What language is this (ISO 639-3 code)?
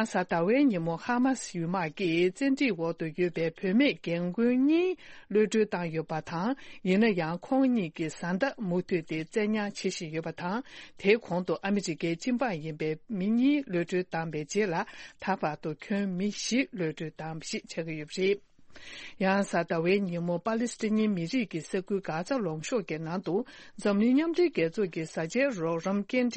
bod